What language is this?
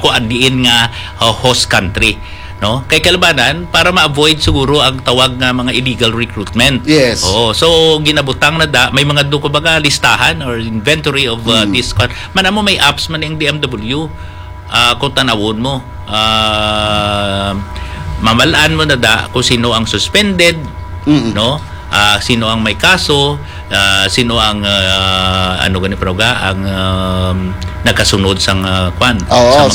Hiligaynon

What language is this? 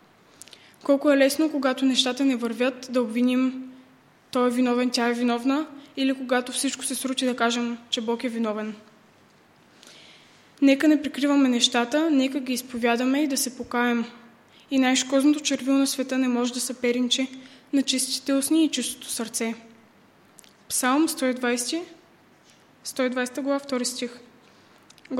Bulgarian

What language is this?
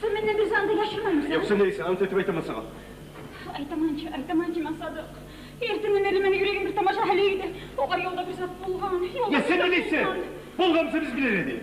Kumyk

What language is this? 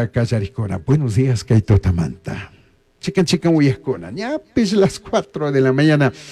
Chimborazo Highland Quichua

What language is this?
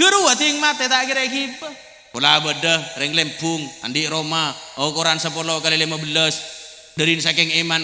Madurese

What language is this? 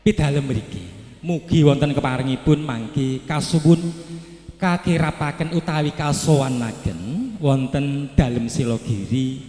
Javanese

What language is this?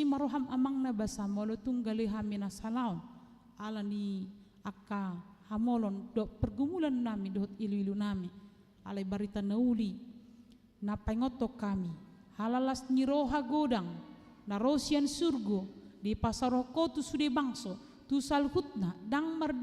Batak Toba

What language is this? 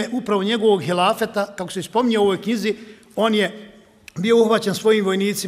Bosnian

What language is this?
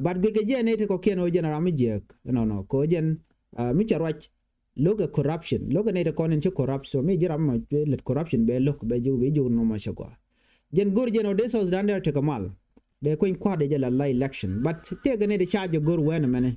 Nuer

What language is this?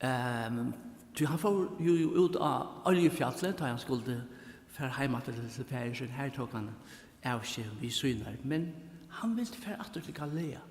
Faroese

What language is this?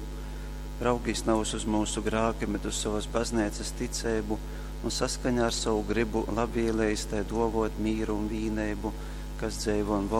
Latgalian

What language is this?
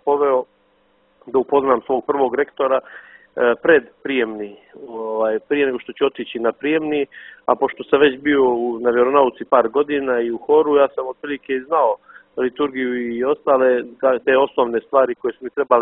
Bosnian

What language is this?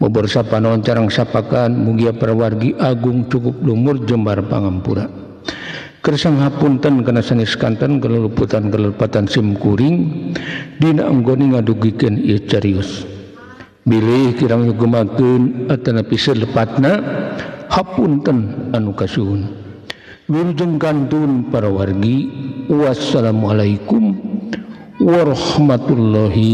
Sundanese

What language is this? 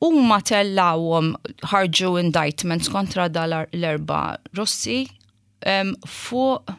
Maltese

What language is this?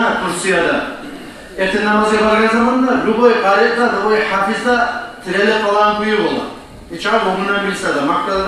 Kumyk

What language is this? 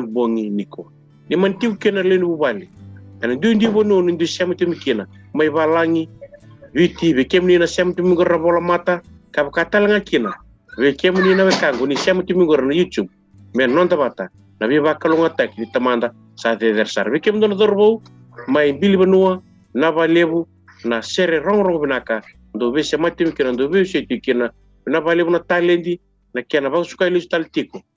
Fijian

